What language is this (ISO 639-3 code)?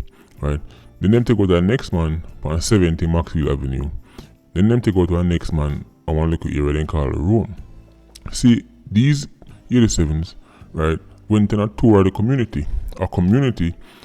jam